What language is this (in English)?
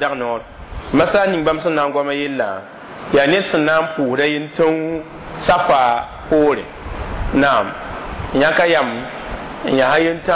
Mossi